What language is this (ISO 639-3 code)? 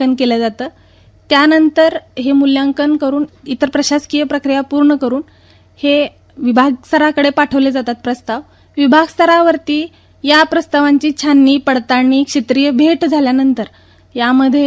mar